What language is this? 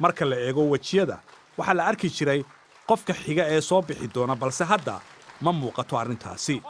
Somali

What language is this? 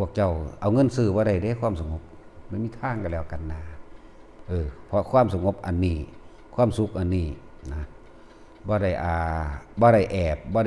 Northeastern Thai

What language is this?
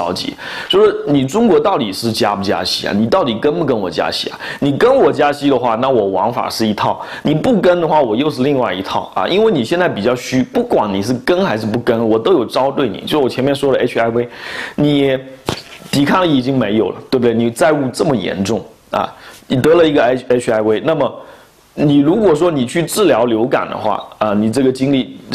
Chinese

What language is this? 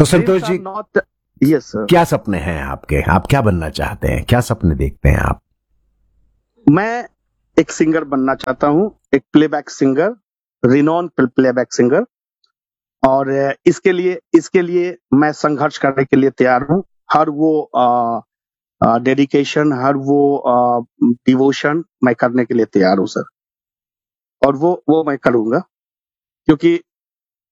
Hindi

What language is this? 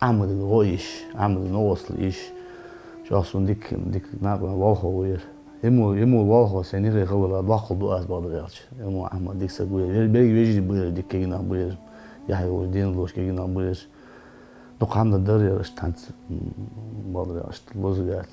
Ingush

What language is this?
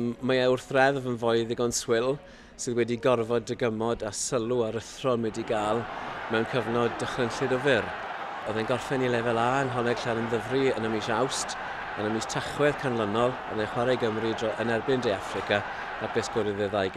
Welsh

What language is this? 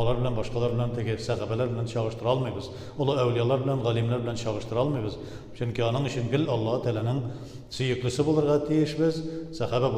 Tatar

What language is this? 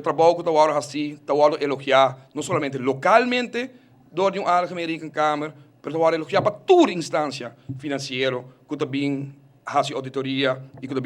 Papiamento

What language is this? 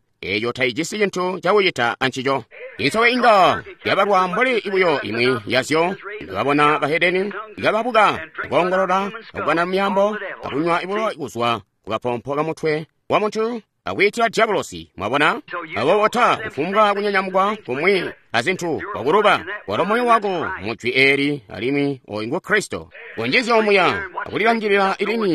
Tonga (Zambia)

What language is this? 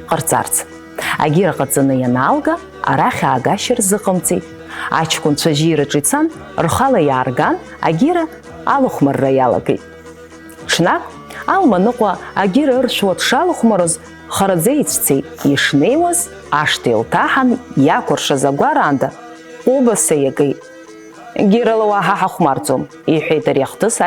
Abkhazian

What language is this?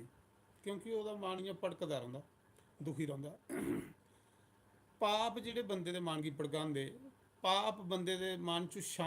Dogri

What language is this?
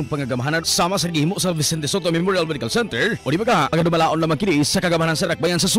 Cebuano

